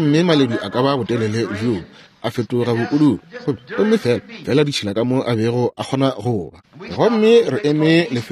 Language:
Northern Sotho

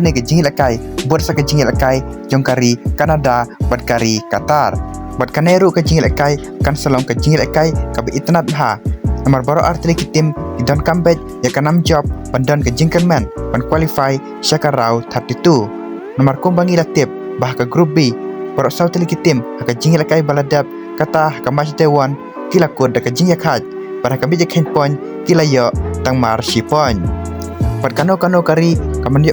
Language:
Khasi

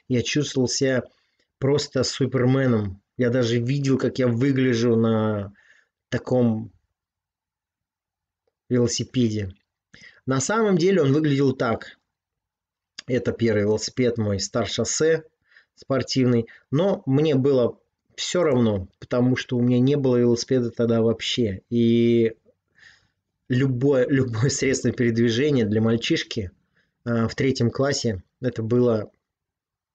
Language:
Russian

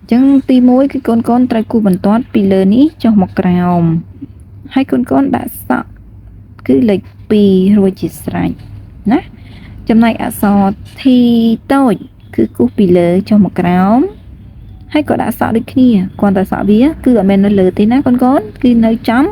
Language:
Khmer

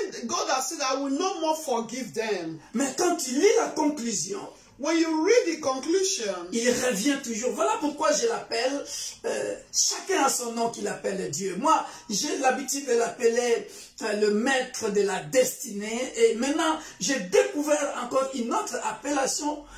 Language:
French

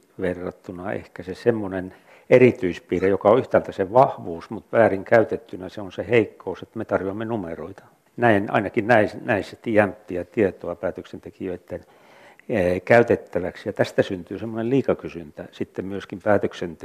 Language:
Finnish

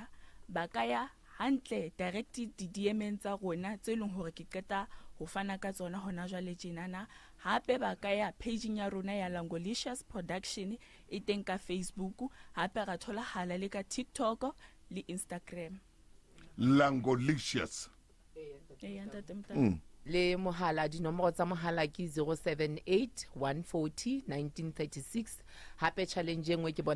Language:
Southern Sotho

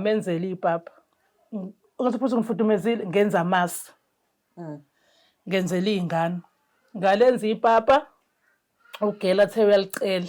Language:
Zulu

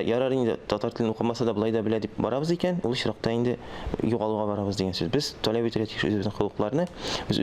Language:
Tatar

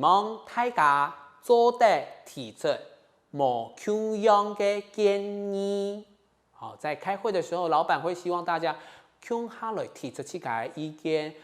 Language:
Hakka Chinese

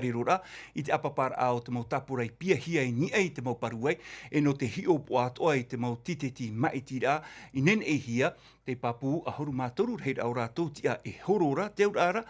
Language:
Tahitian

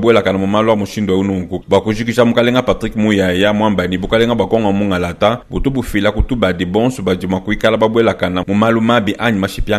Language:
Luba-Lulua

